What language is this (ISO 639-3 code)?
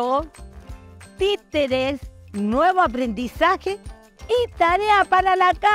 rap